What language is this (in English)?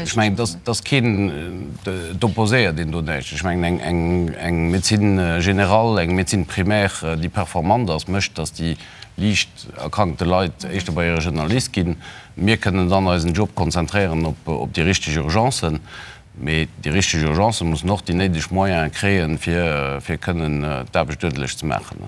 Luxembourgish